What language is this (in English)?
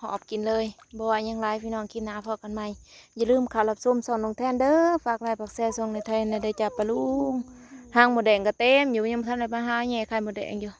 Northeastern Thai